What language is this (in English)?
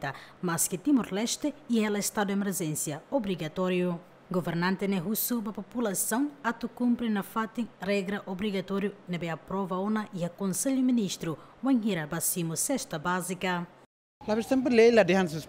Tetum